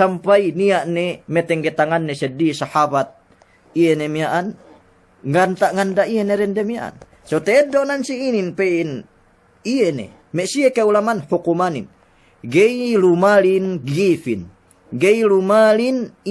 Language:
Yakan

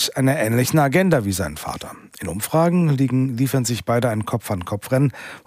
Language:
German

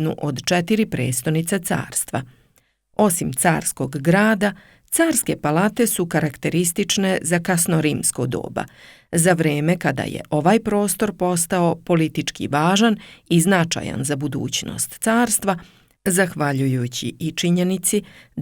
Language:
Serbian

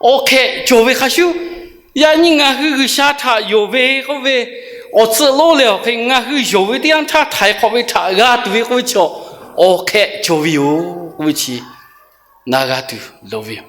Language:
Lahu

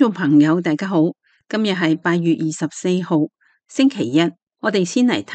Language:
Cantonese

